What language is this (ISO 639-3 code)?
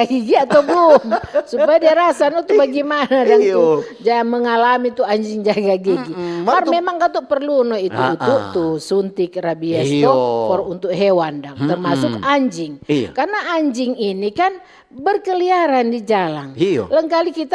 xmm